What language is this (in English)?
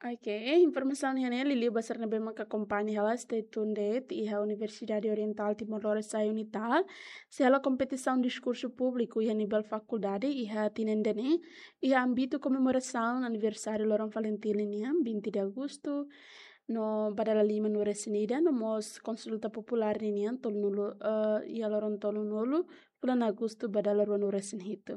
Tetum